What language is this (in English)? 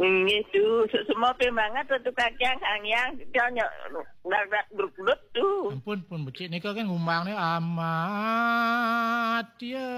Balinese